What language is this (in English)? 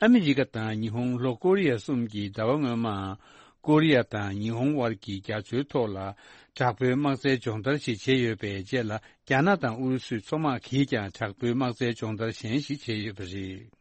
Tibetan